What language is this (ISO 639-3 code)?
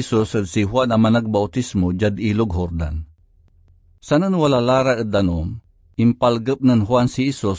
pag